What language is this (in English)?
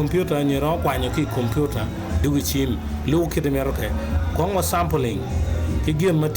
Acoli